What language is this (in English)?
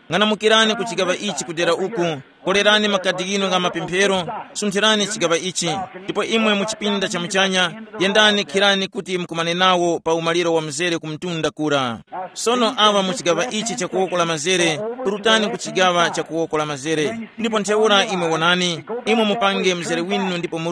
Tumbuka